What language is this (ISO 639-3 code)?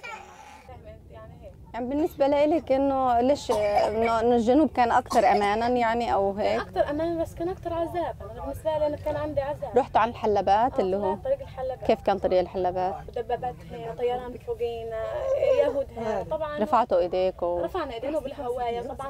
apc